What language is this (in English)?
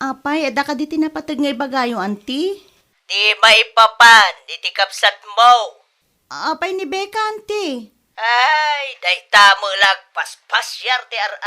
Iloko